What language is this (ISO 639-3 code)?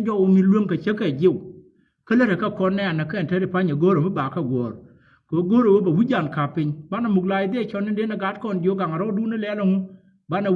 nus